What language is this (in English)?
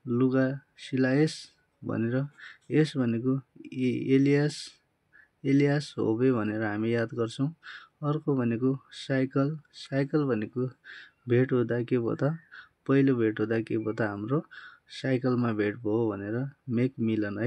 Nepali